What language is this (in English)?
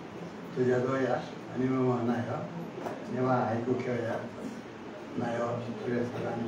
Newari